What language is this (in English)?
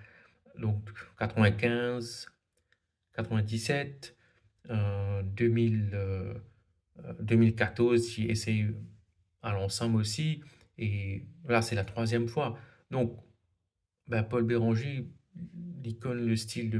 Morisyen